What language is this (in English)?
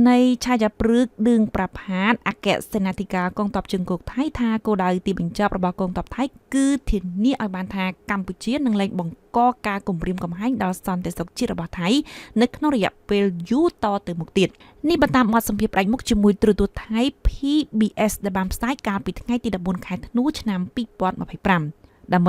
Khmer